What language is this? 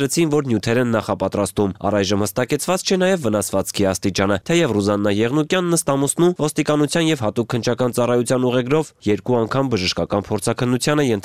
Armenian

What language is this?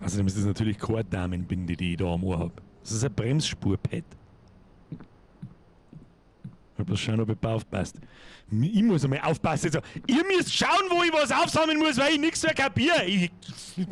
Bavarian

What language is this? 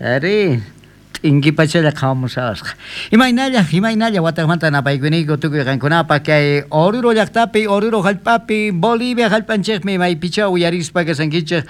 South Bolivian Quechua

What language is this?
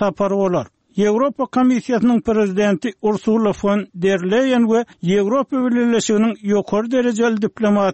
Turkmen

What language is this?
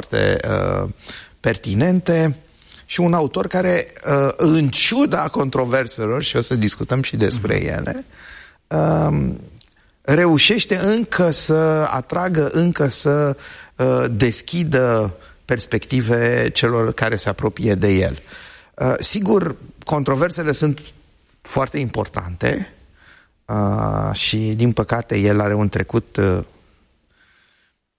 Romanian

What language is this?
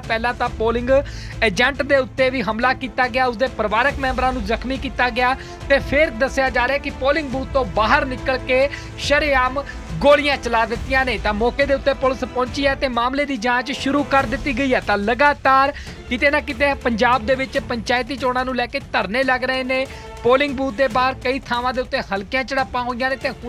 Punjabi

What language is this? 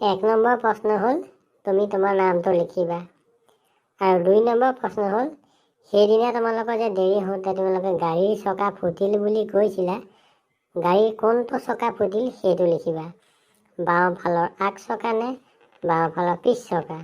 Assamese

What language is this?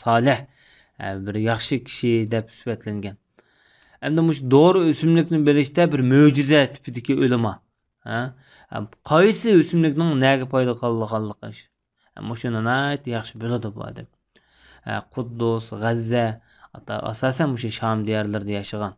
Uyghur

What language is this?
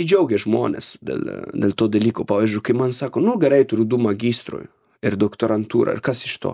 Lithuanian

